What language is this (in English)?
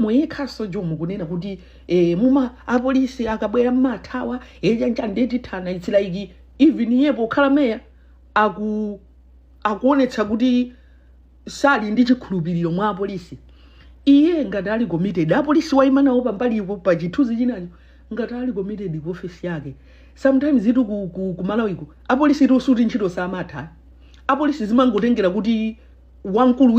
Nyanja